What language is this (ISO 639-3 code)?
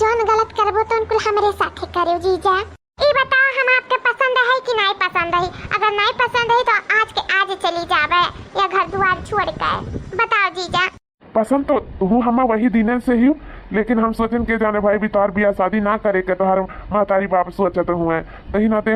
awa